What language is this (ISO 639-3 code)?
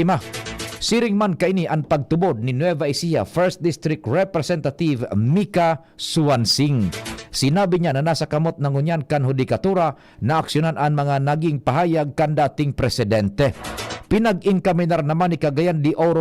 bik